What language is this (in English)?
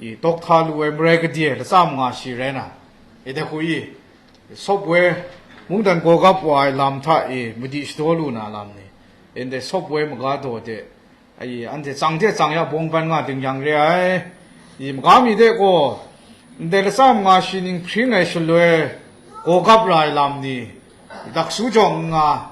Kachin